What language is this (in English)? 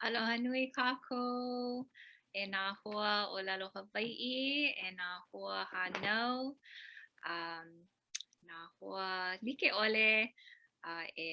Hawaiian